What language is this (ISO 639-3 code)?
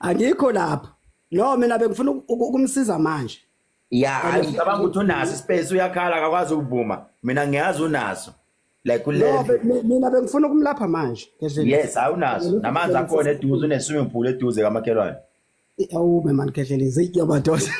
zul